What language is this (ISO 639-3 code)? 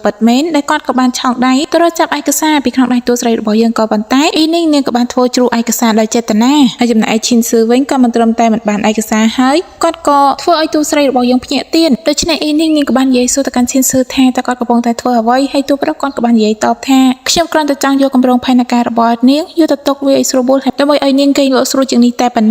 khm